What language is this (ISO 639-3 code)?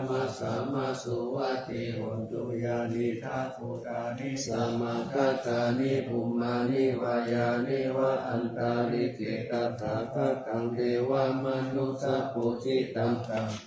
pli